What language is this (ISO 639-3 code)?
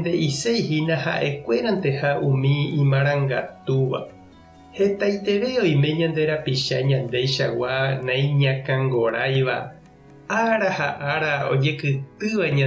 grn